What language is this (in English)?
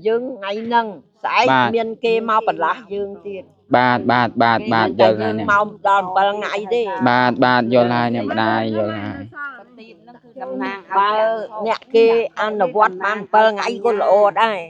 Khmer